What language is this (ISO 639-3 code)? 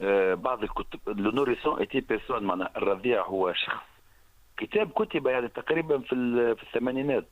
aeb